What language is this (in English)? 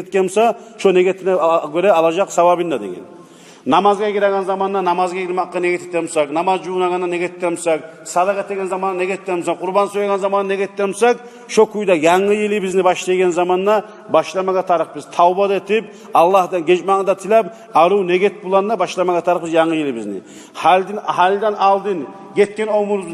Kumyk